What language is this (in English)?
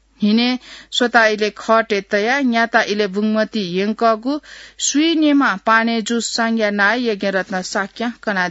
Newari